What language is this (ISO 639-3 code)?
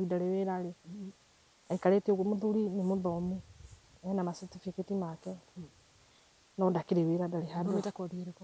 kik